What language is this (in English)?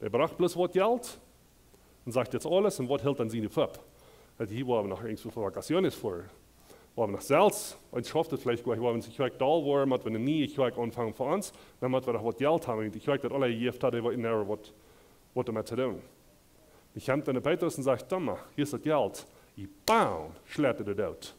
Plautdietsch